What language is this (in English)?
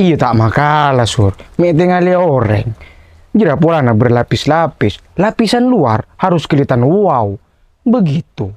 Madurese